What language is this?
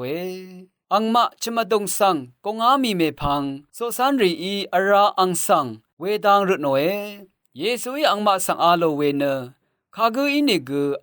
Rawang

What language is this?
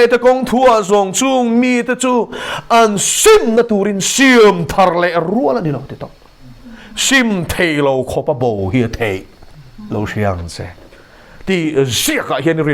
Mizo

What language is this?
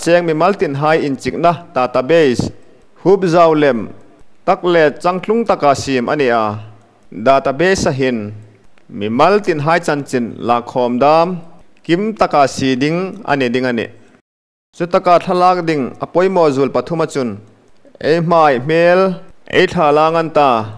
Hmar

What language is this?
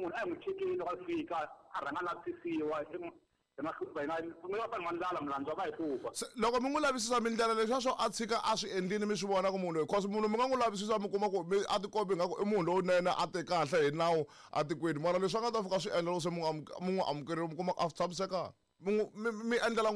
Tsonga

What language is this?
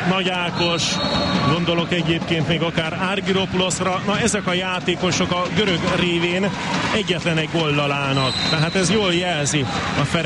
Hungarian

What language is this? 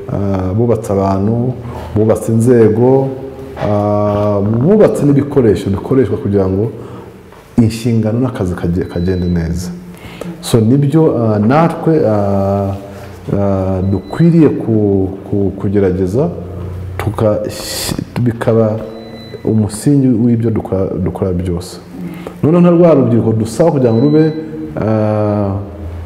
Kinyarwanda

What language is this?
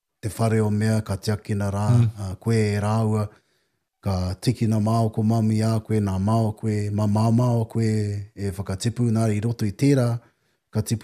Māori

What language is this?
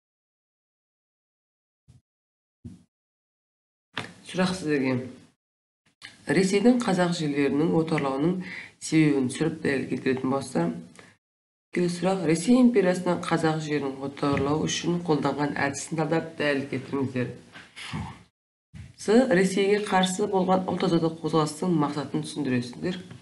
Kazakh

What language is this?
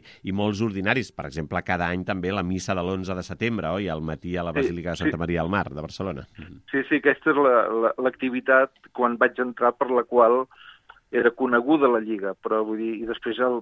Catalan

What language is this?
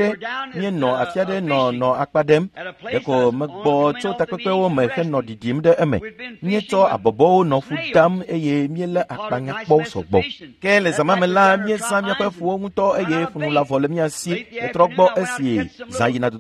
Ewe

